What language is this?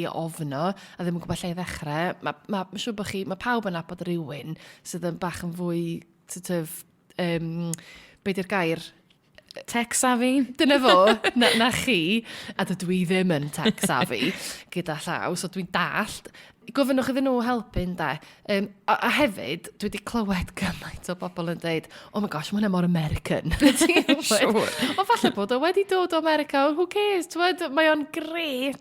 Welsh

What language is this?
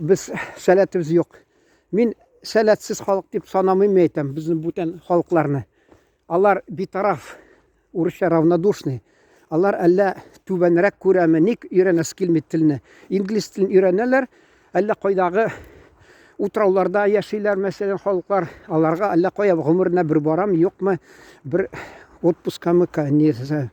Tatar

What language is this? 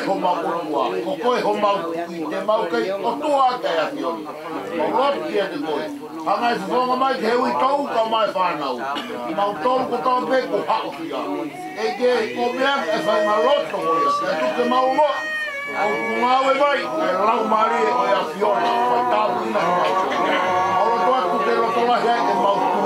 Tongan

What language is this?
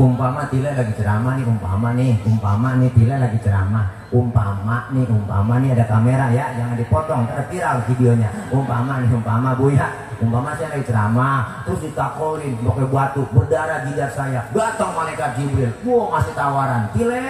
Betawi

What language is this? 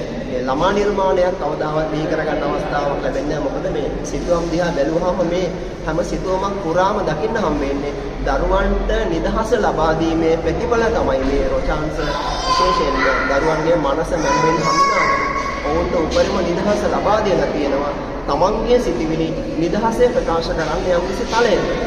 Sinhala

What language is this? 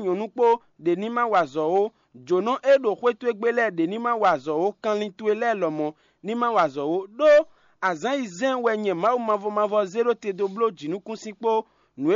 Fon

